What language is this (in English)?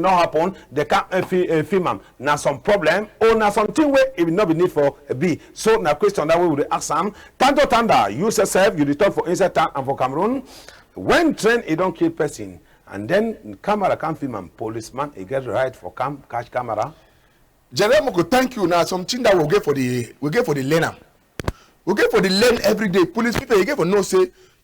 Cameroon Pidgin